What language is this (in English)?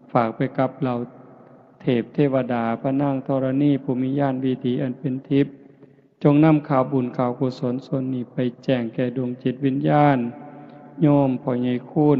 Northeastern Thai